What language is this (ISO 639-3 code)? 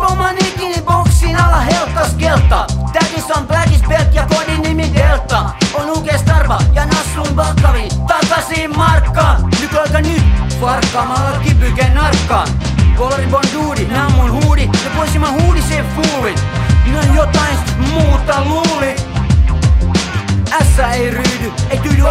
fin